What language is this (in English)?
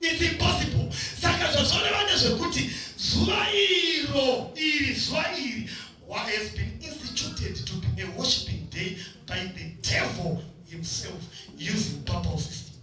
Shona